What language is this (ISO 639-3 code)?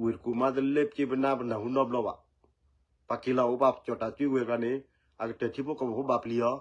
ksw